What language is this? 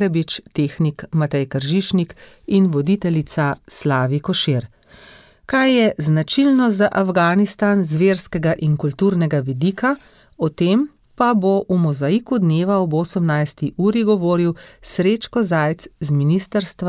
Slovenian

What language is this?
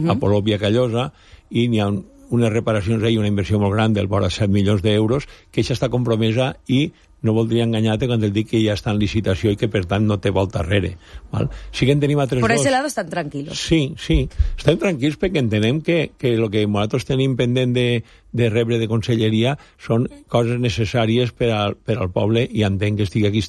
Catalan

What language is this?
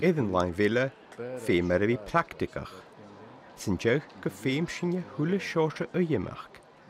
Scottish Gaelic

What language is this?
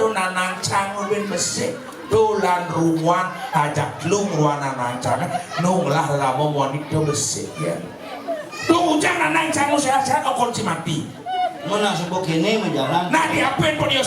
Balinese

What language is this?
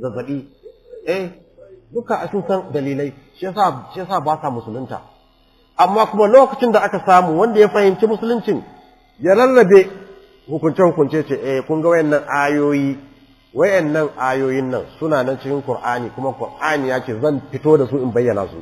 Hausa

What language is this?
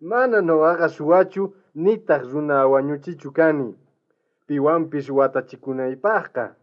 South Bolivian Quechua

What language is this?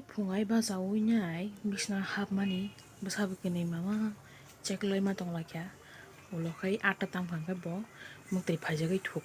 Kok Borok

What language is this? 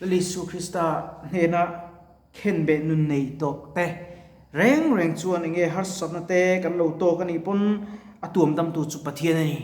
Mizo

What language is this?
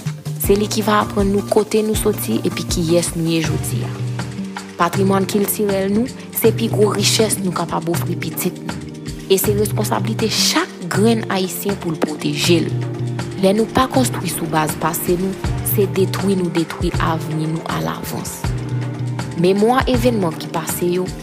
Haitian Creole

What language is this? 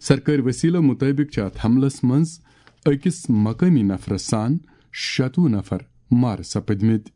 Kashmiri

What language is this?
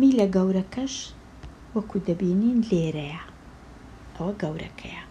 Central Kurdish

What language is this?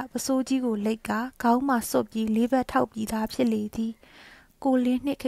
Burmese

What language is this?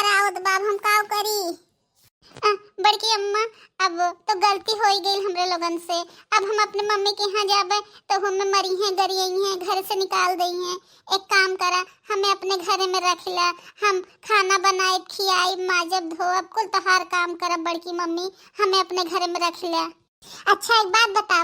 Bhojpuri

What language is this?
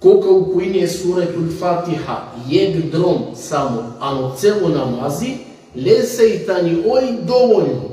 Balkan Romani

